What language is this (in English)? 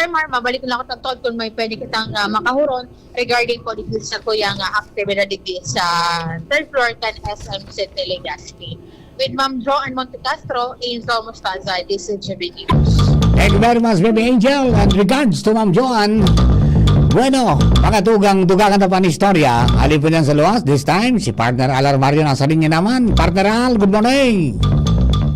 Bikol